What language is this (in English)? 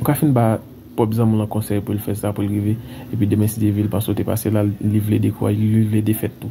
Haitian Creole